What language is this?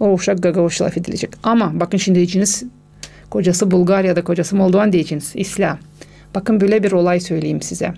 Gagauz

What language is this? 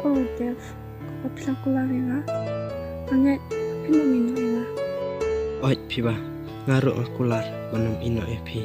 Khasi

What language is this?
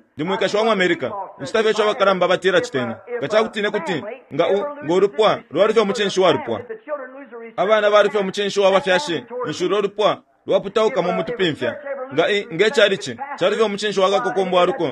Bemba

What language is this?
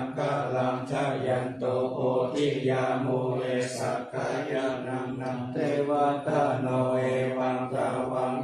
Pali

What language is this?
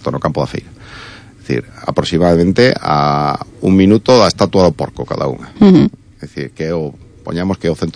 Galician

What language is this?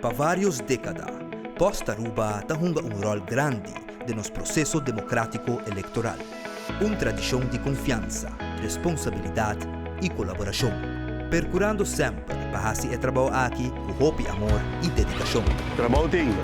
Papiamento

